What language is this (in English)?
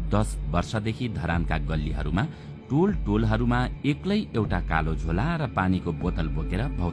Nepali